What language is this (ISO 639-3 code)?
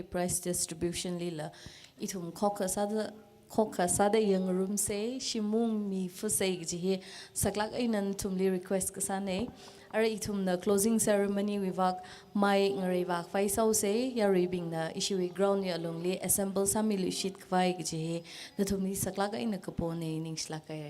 nmf